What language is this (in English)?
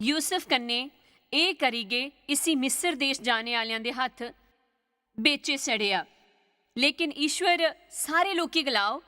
Dogri